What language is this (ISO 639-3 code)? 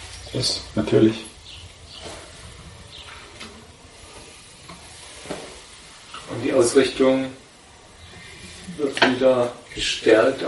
deu